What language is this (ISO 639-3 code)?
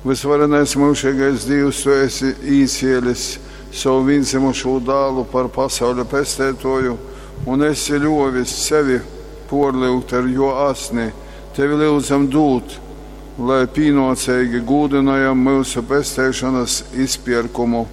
ltg